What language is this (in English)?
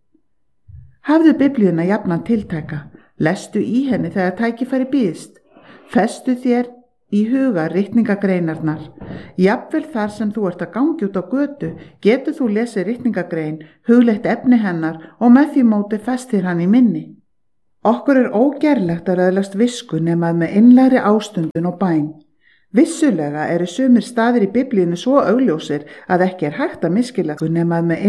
Icelandic